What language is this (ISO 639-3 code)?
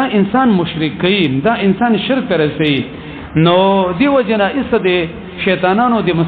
pus